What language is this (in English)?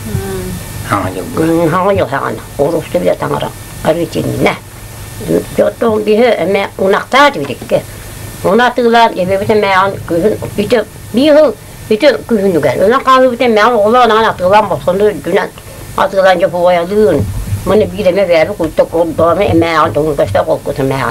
Yakut